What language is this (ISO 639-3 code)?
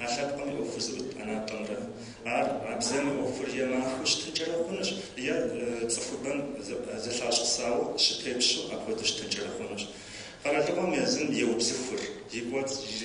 kbd